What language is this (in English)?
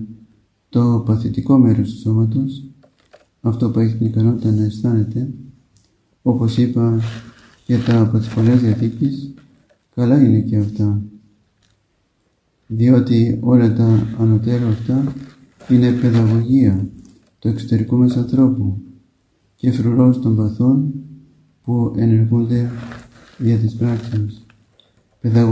Greek